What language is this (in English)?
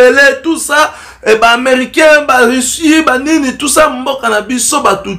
Lingala